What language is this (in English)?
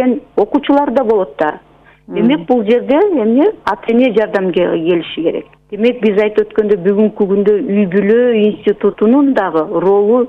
Kyrgyz